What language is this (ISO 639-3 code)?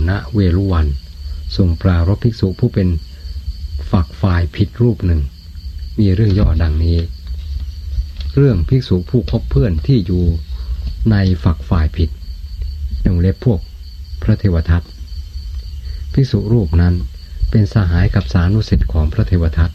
tha